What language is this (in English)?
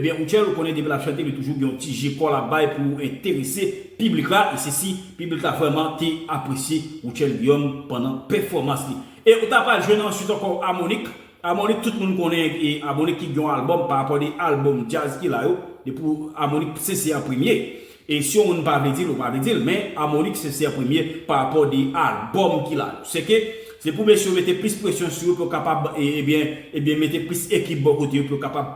Haitian Creole